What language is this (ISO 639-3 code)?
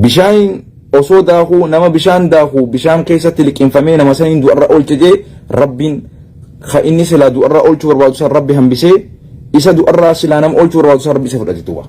orm